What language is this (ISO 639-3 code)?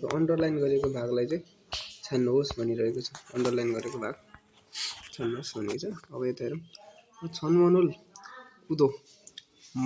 nep